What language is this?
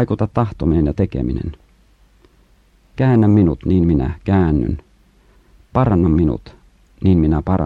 Finnish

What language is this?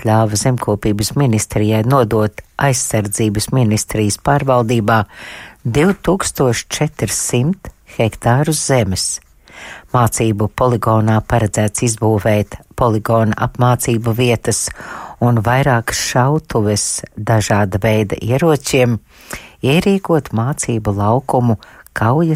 Latvian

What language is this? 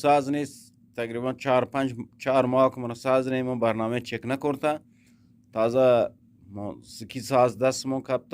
Eastern Balochi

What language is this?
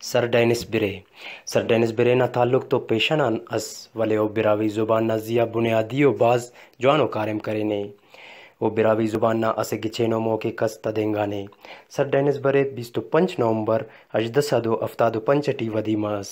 Brahui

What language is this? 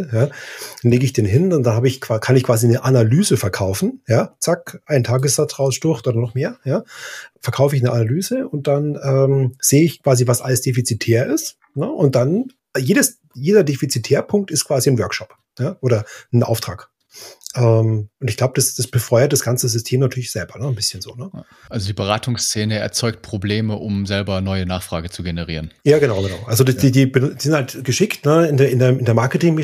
German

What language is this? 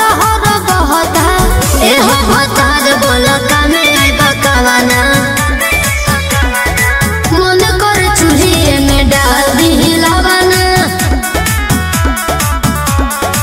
Bhojpuri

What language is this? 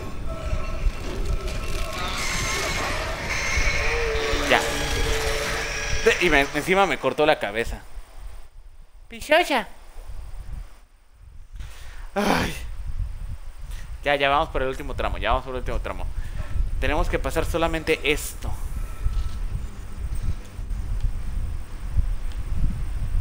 Spanish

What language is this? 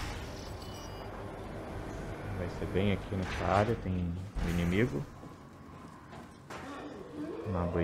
Portuguese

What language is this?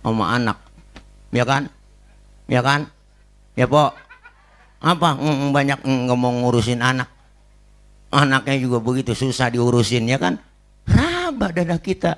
Betawi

